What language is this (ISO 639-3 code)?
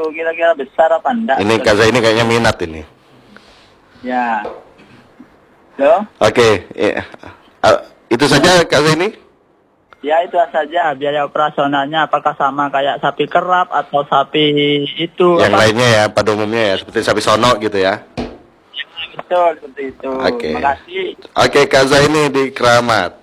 ind